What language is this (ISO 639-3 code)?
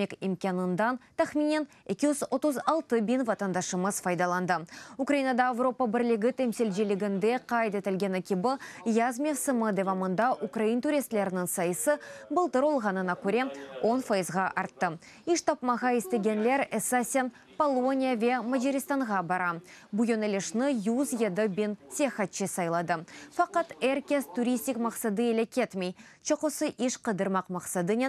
crh